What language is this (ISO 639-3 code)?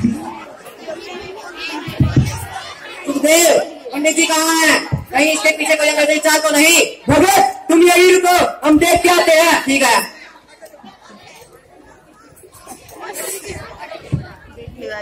hin